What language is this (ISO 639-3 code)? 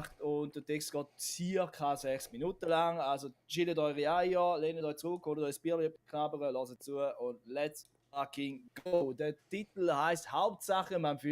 gsw